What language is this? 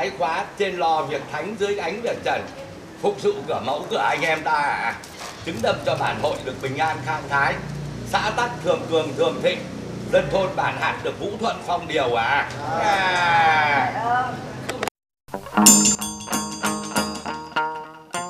Vietnamese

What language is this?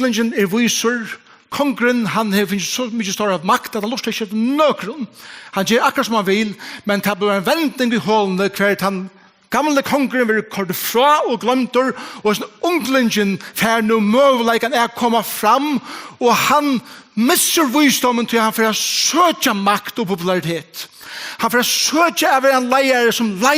Faroese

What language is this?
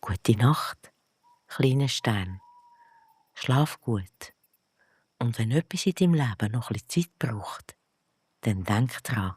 Swiss German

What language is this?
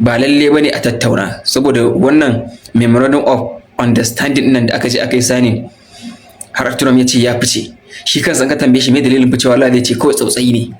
Hausa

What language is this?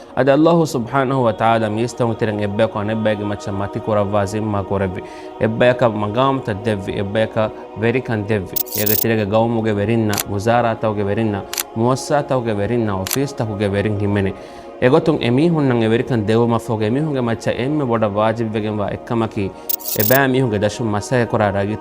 Divehi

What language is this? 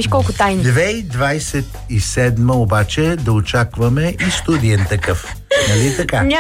Bulgarian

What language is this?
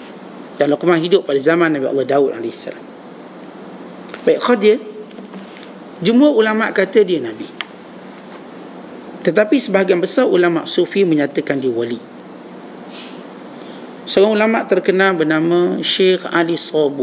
Malay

